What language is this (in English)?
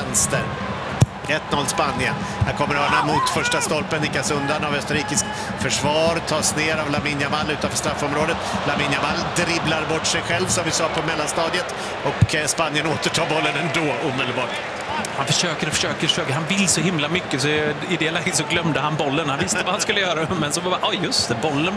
Swedish